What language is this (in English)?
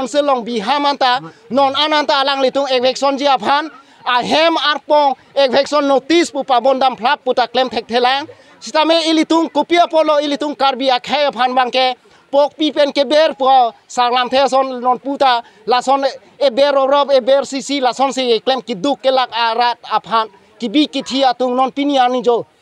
Karbi